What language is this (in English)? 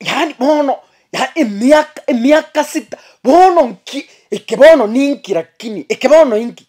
Gusii